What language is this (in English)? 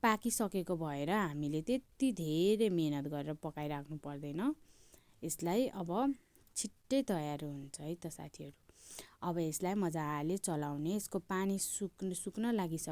Nepali